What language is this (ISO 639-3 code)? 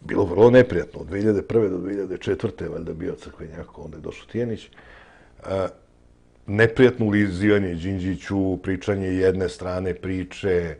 srp